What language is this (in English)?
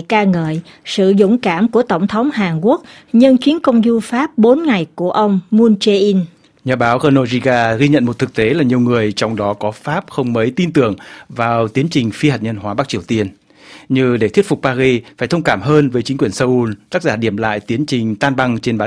Vietnamese